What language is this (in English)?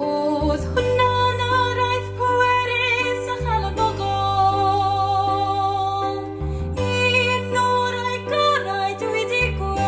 Welsh